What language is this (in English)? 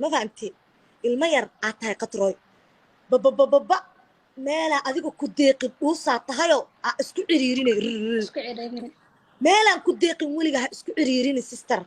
Somali